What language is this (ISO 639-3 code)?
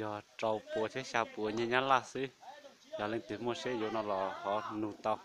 hmn